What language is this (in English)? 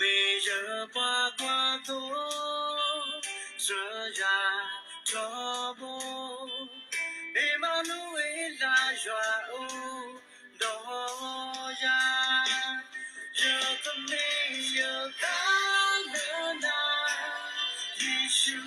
S'gaw Karen